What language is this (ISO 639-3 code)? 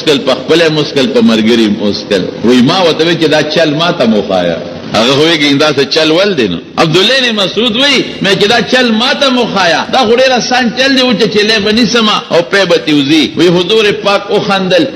pus